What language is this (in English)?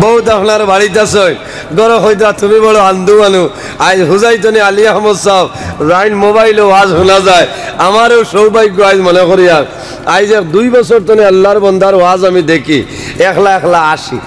Sylheti